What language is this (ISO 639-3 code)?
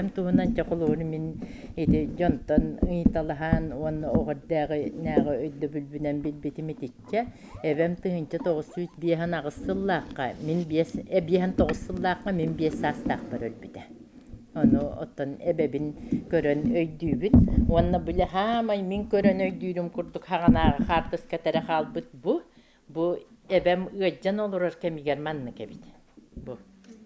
sah